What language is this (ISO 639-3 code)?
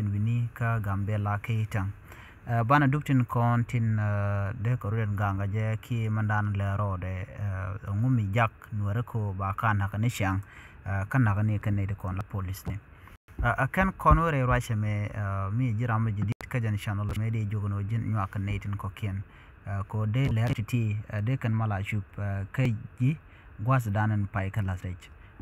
nus